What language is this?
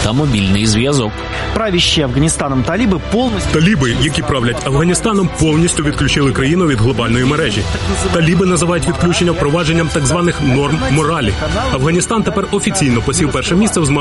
Ukrainian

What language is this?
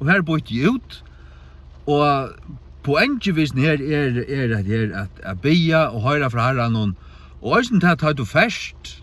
Faroese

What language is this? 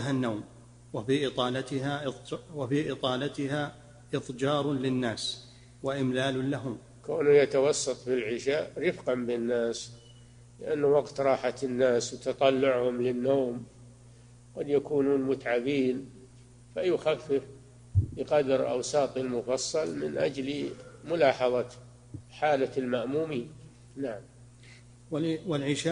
Arabic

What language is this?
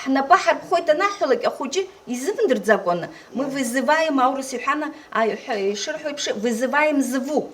Abkhazian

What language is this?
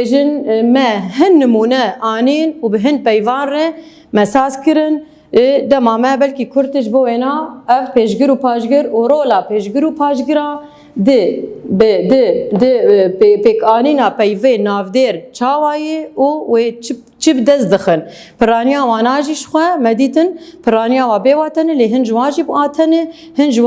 Kurdish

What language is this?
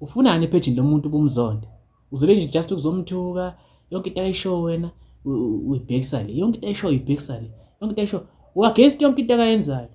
Zulu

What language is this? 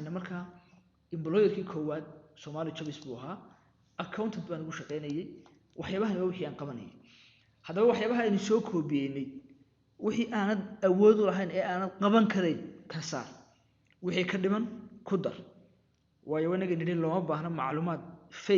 Somali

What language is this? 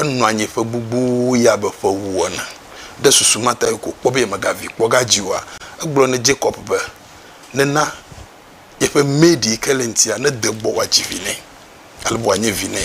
Ewe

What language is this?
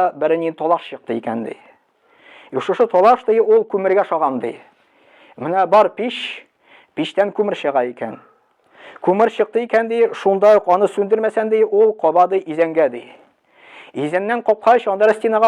Tatar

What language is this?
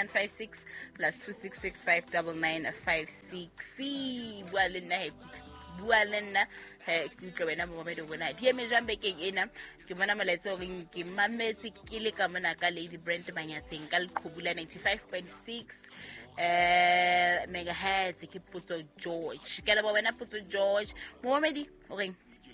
Southern Sotho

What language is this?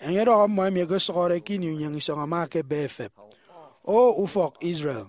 Efik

